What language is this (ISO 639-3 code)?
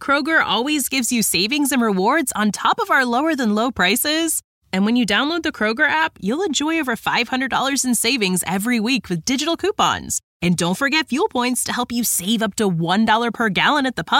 eng